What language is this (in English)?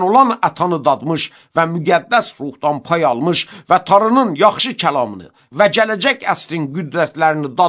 Azerbaijani